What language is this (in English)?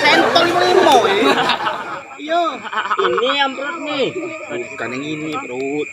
Musi